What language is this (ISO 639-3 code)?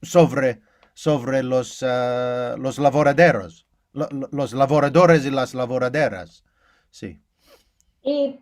lad